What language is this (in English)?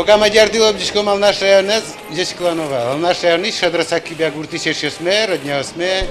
Udmurt